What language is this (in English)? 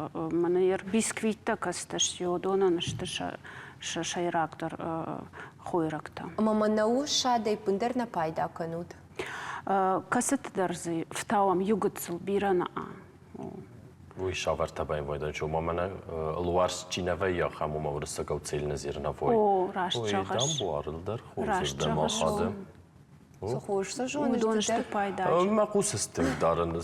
Ossetic